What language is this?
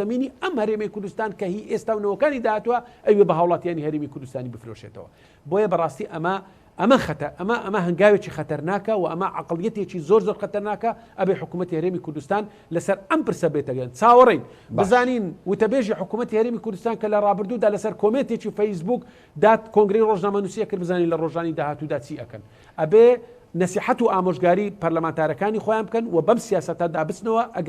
Central Kurdish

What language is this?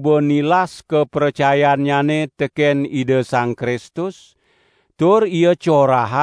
Balinese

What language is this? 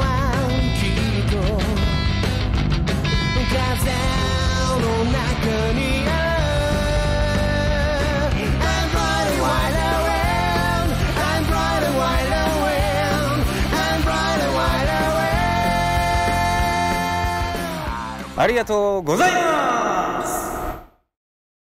Japanese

